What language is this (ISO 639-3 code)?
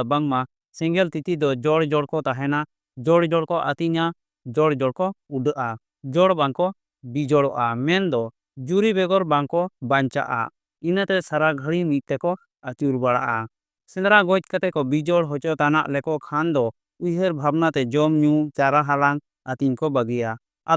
sat